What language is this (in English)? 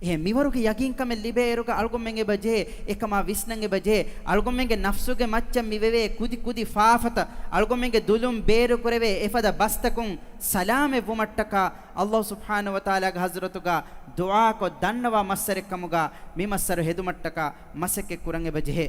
Divehi